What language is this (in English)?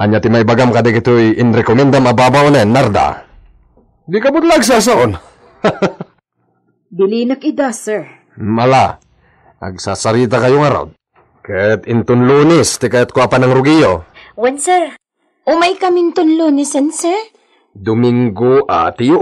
Iloko